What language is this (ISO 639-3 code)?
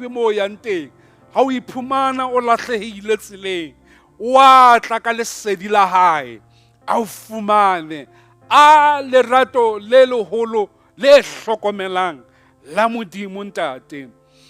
sot